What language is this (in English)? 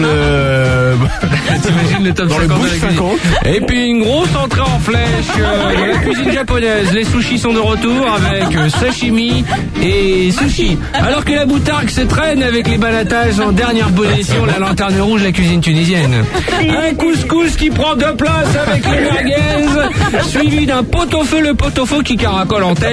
French